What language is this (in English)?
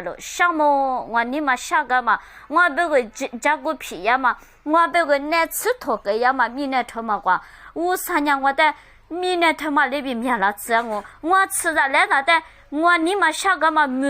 Lisu